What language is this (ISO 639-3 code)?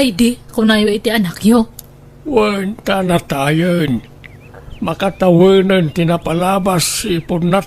ilo